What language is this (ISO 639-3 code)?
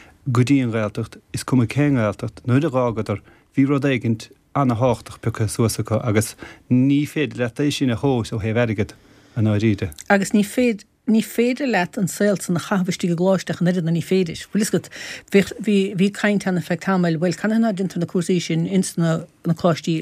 gle